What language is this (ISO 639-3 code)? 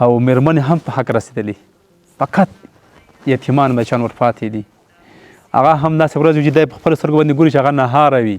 pus